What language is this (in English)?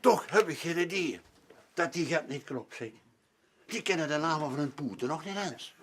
Limburgish